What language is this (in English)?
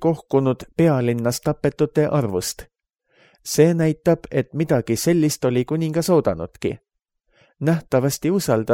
Estonian